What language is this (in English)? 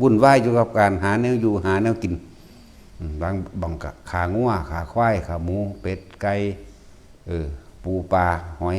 Northeastern Thai